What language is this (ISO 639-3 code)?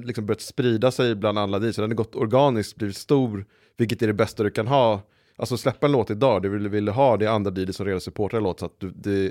swe